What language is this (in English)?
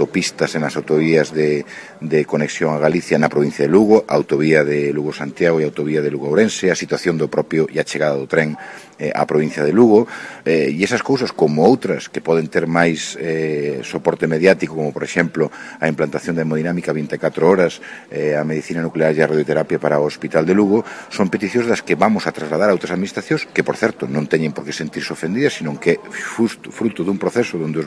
Galician